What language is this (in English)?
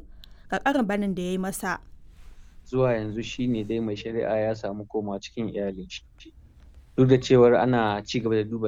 Hausa